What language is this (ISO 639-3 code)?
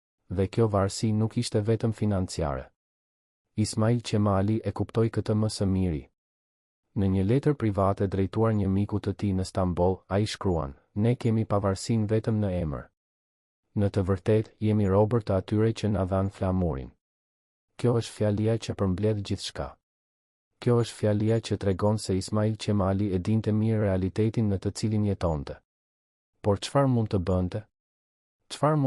sqi